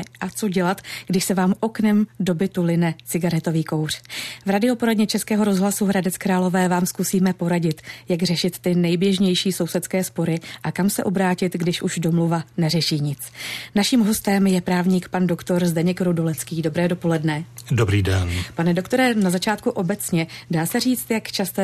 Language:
Czech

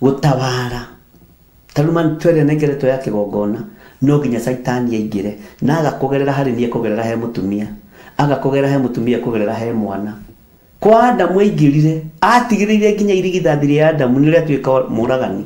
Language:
Kikuyu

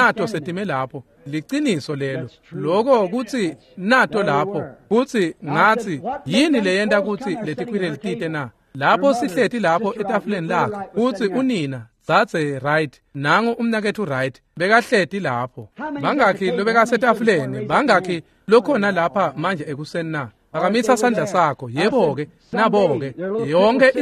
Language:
Swati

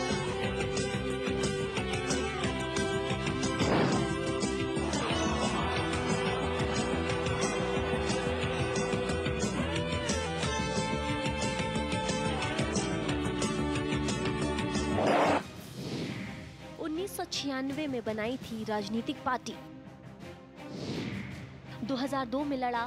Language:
Hindi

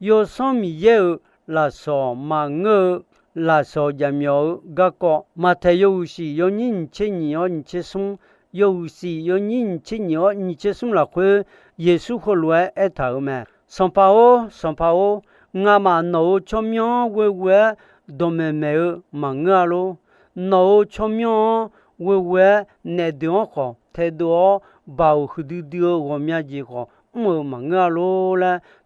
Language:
Akha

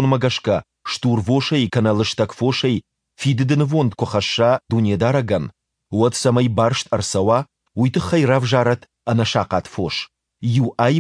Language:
Ossetic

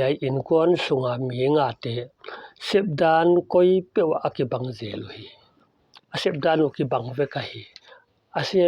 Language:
Paite Chin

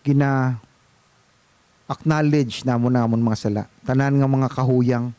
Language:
Hiligaynon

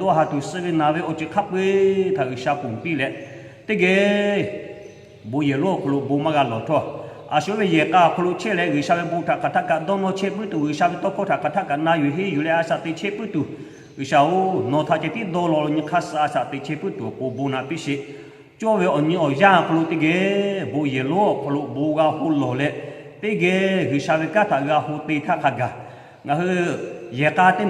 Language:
Lahu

